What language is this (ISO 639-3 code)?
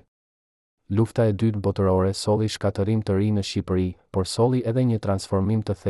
sqi